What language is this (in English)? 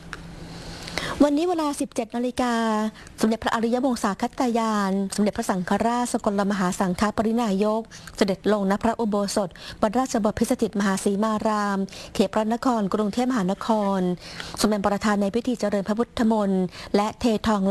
Thai